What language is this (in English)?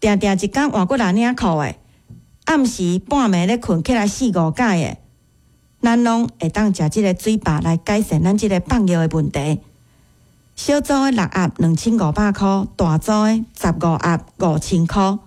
Min Nan Chinese